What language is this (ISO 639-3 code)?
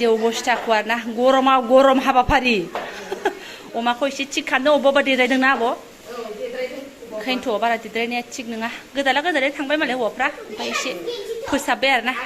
brx